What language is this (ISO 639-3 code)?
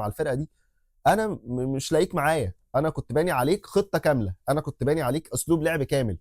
arz